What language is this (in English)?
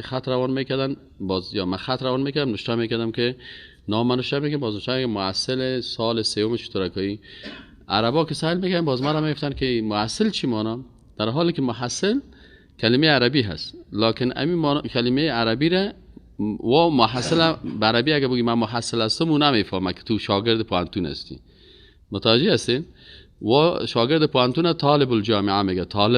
Persian